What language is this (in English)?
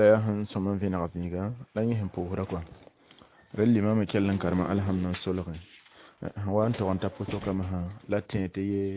Mossi